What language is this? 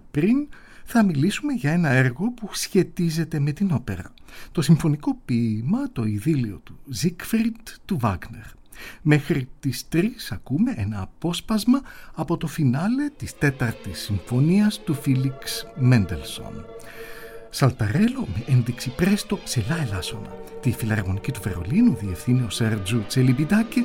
Greek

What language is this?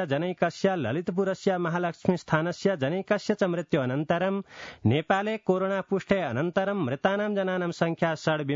Sanskrit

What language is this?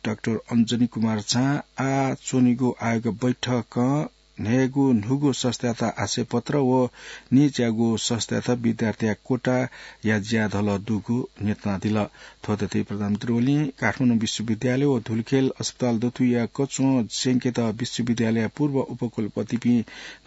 Newari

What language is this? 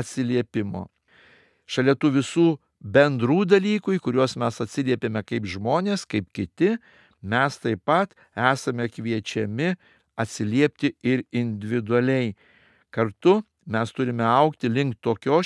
Lithuanian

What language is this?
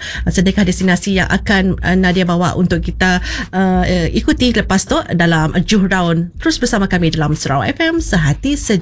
Malay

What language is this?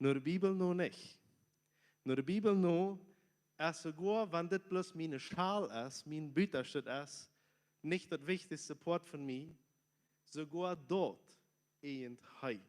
Plautdietsch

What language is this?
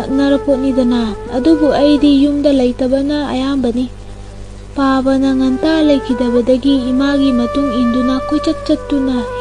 Manipuri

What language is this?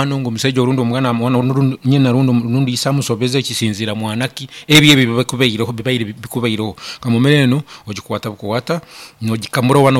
Nyankole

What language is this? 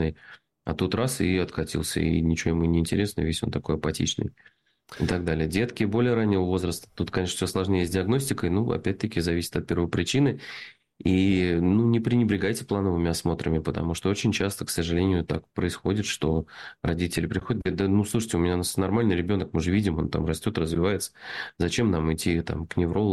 Russian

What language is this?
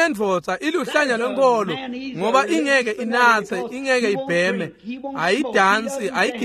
Swati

